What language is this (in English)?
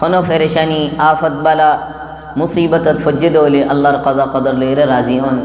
Rohingya